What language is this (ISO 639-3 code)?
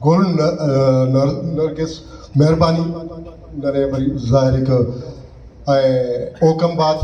brh